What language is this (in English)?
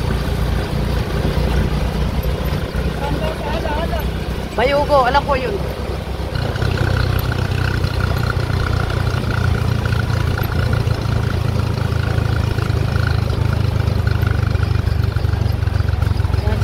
Filipino